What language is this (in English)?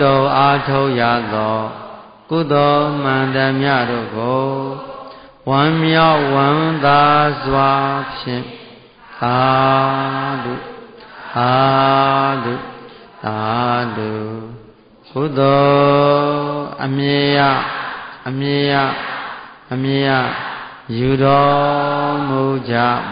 Burmese